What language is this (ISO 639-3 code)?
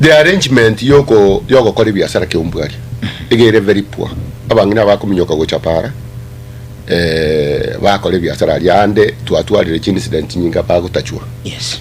guz